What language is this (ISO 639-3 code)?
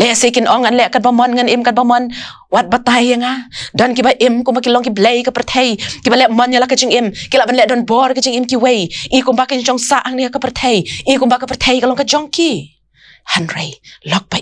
kha